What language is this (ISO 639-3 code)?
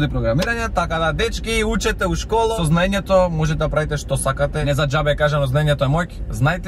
mkd